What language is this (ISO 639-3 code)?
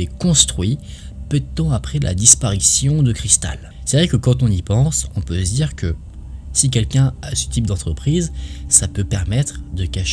fra